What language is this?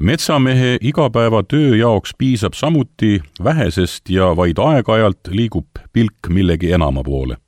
Estonian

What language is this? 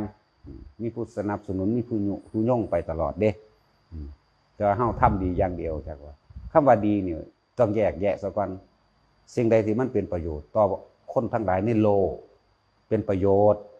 Northeastern Thai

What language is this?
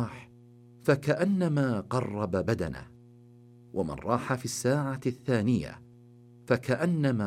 Arabic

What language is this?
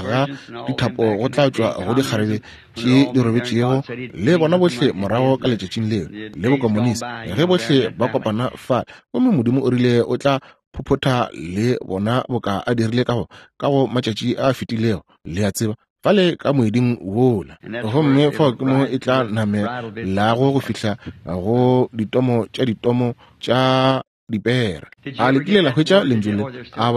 Northern Sotho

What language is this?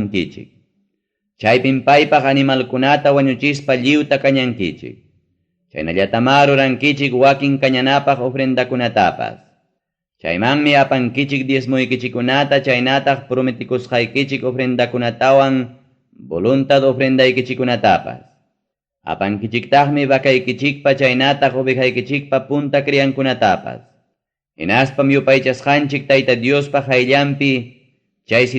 Ayacucho Quechua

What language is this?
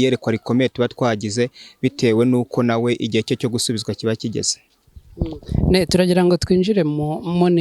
Kinyarwanda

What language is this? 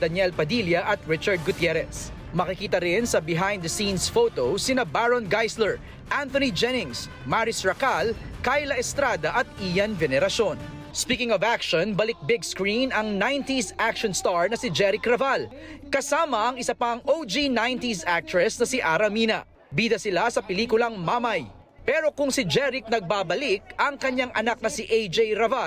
Filipino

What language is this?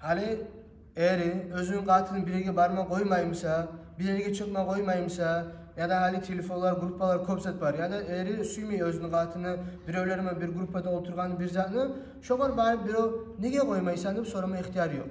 Kumyk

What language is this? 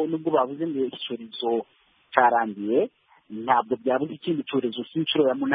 Kinyarwanda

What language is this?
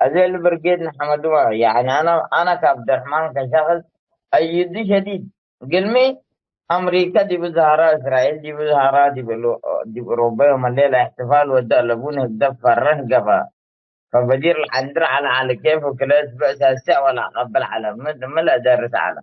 Tigre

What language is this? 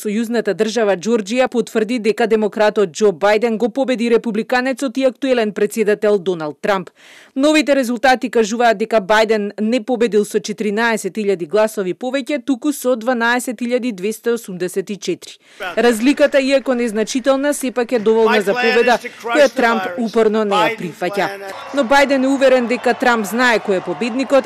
Macedonian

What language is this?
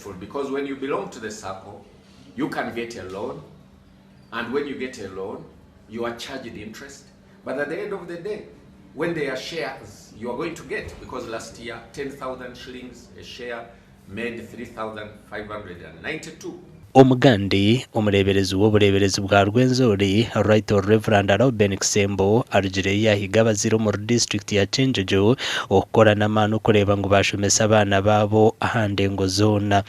Nyankole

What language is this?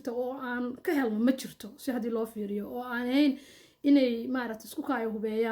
Somali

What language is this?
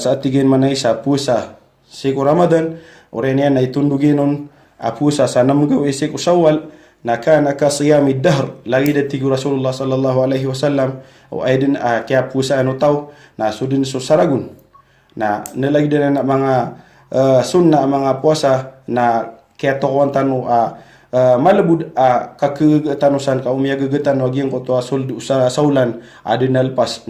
Maranao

